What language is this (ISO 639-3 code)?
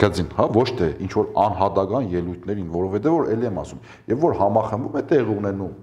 hye